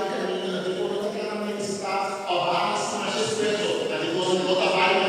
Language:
Papiamento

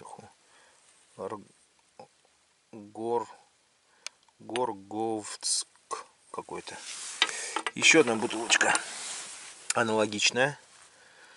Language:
Russian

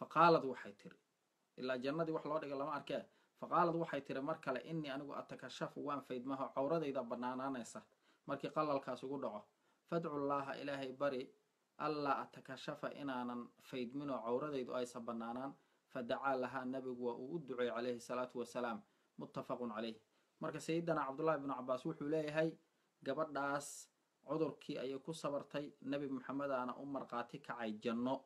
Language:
Somali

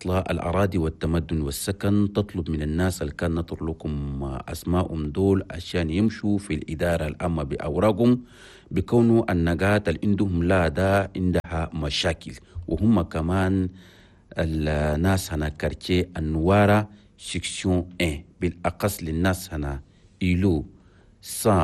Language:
Chadian Arabic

